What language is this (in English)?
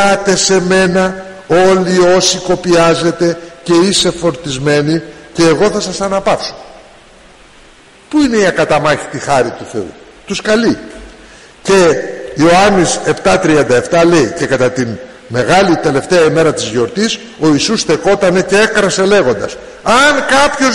Greek